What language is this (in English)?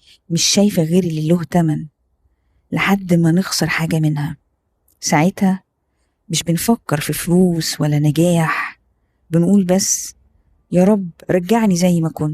Egyptian Arabic